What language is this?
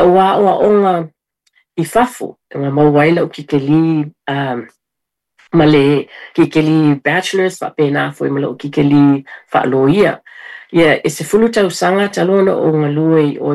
Samoan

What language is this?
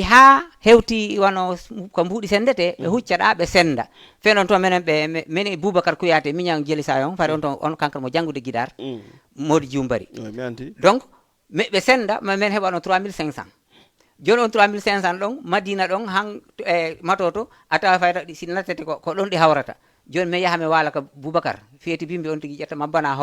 Fula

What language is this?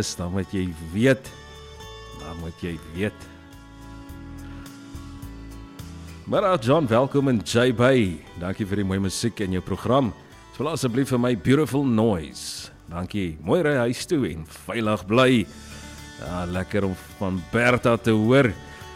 Afrikaans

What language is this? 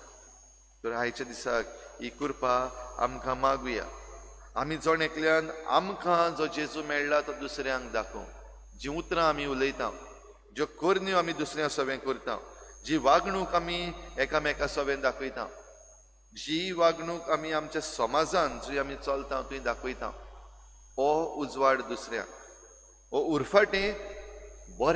Konkani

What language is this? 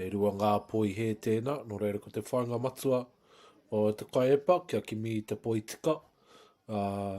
Māori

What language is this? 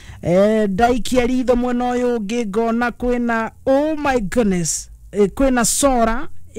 Kikuyu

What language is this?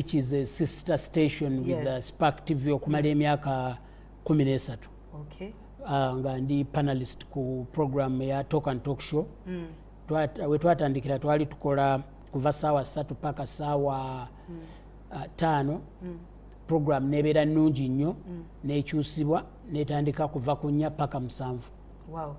Ganda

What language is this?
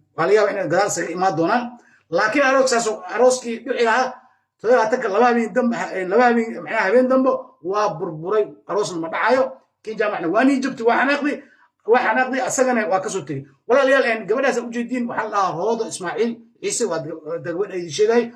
Somali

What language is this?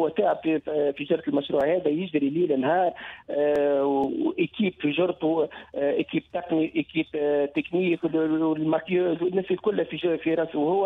Tunisian Arabic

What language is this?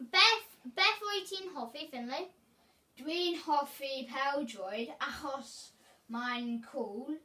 Welsh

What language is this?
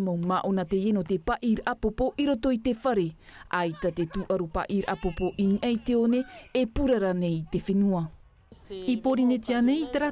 Tahitian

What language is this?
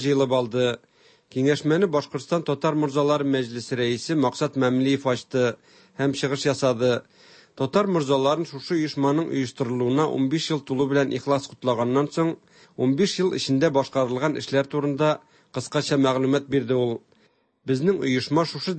Tatar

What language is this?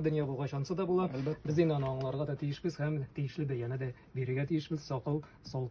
Tatar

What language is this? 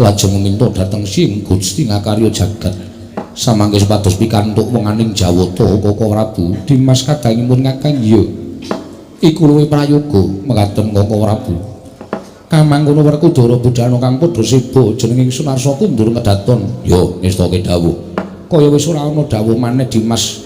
Javanese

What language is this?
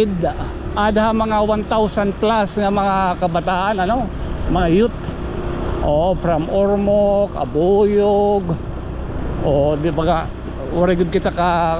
Waray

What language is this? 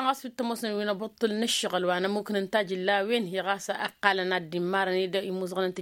Tamasheq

